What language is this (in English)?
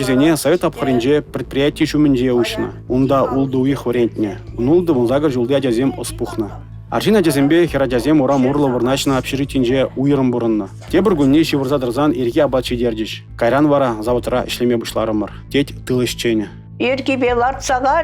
Chuvash